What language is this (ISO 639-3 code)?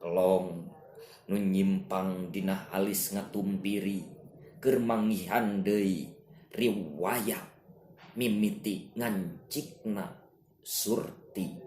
sun